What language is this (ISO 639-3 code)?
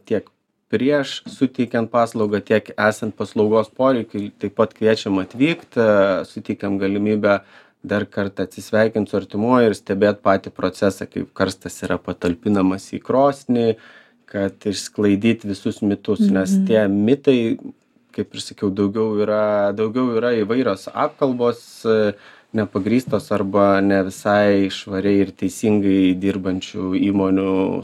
lit